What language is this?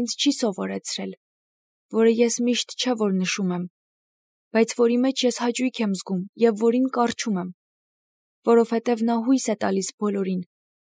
Armenian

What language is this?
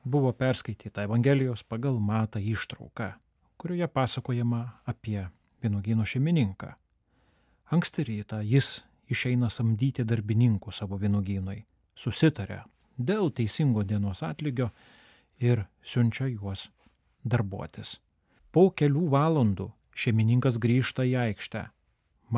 Lithuanian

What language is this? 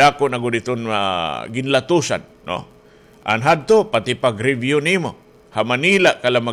Waray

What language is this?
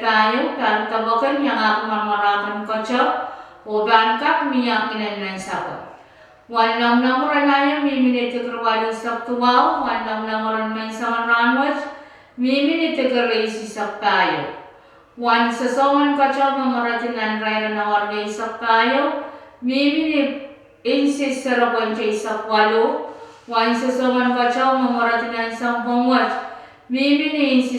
Pohnpeian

